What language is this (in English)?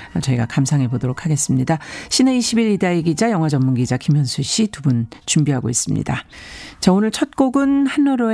Korean